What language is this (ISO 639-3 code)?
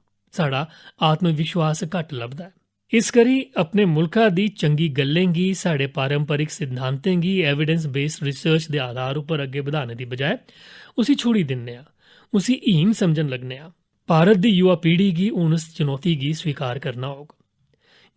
doi